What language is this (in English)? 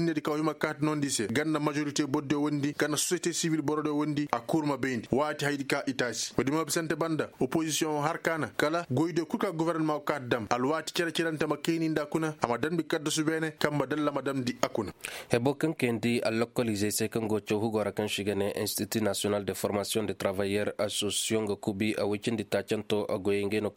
Koyraboro Senni